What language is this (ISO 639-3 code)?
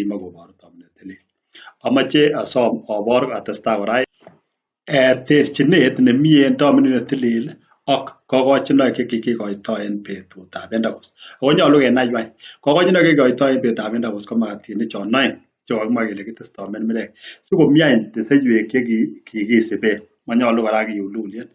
kln